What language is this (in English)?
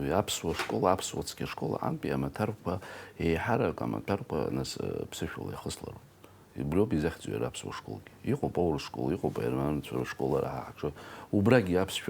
Abkhazian